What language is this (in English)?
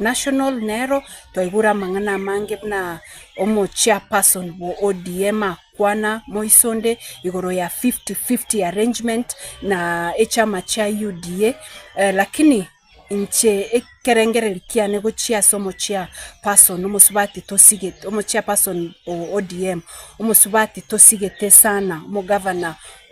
Gusii